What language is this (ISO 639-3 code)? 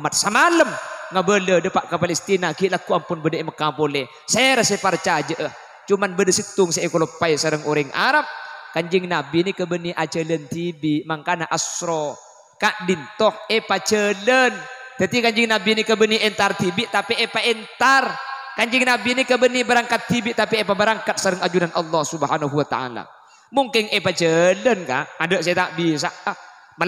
mad